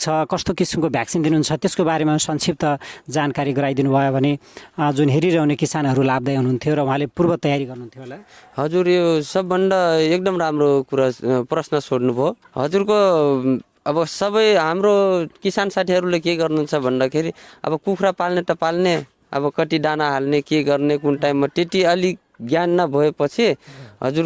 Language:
Nepali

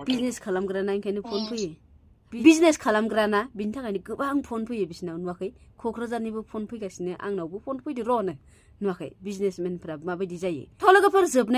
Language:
Bodo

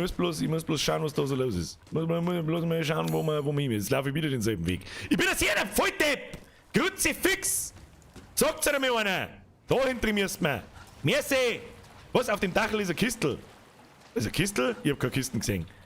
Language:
Bavarian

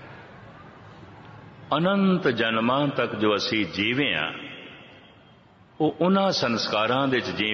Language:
Punjabi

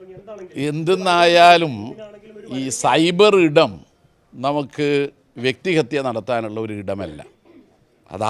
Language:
Malayalam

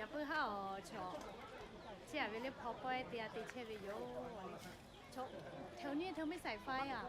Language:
Lahu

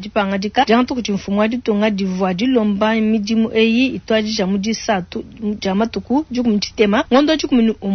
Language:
Luba-Lulua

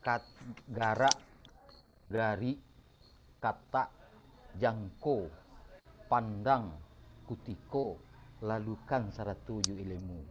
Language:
Minangkabau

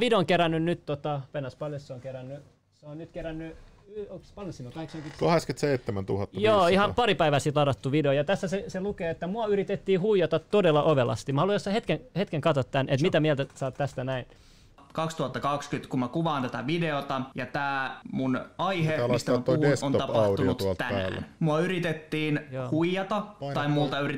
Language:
Finnish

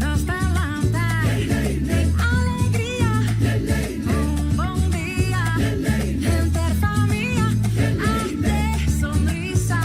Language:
Papiamento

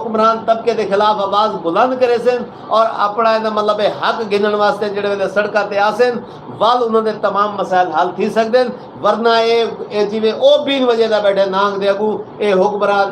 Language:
Saraiki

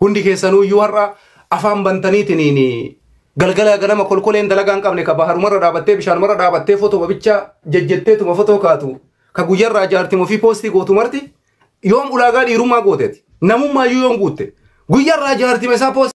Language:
Oromo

